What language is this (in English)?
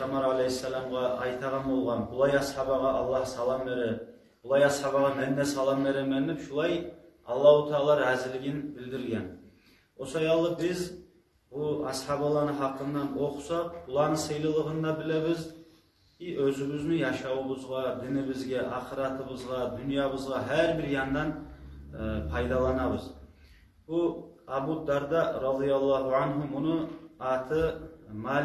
Kumyk